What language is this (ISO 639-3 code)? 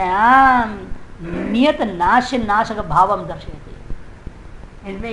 hin